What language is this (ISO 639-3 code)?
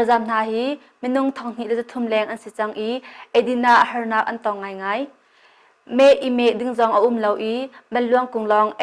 cnh